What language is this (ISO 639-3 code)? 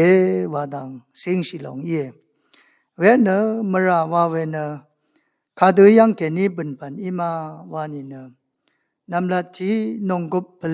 raw